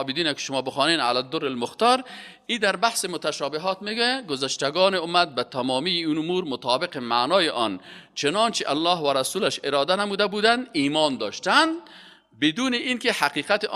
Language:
Persian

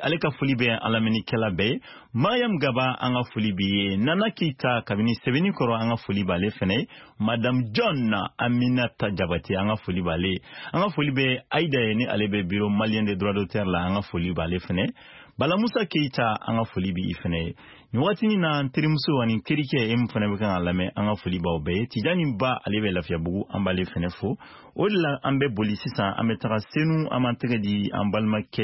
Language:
Bambara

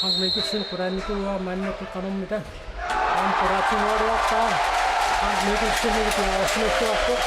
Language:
Kalaallisut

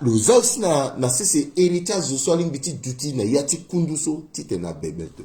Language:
Sango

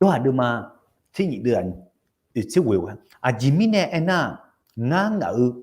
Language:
Akha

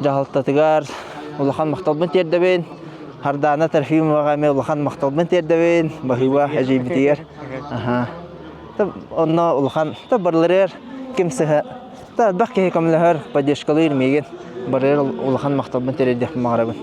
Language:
Yakut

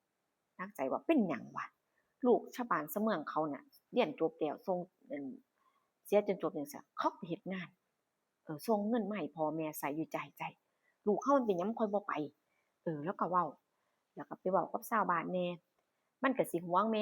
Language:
Northeastern Thai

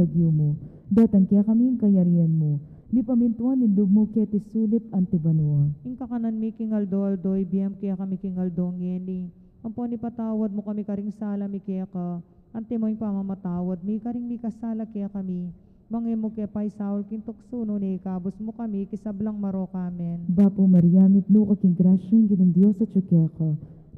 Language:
Pampanga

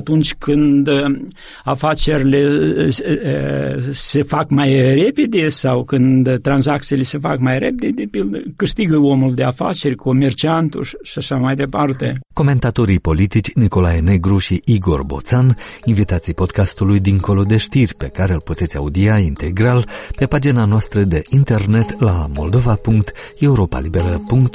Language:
Romanian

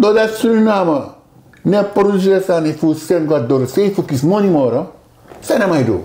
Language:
Sranan Tongo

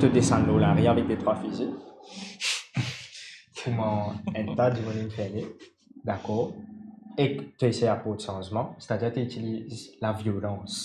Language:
Morisyen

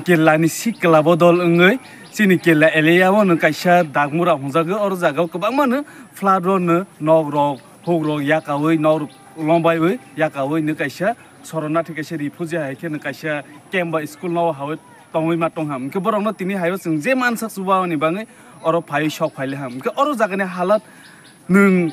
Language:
Kok Borok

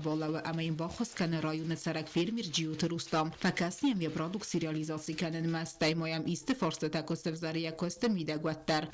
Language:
Ossetic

